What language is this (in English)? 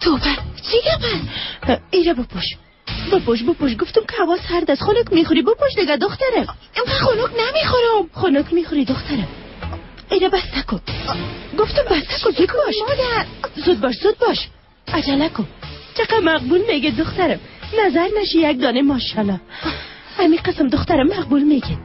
Persian